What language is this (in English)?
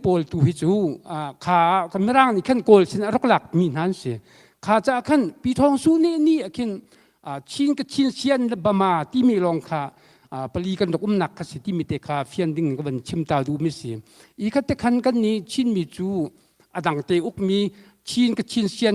Hakha Chin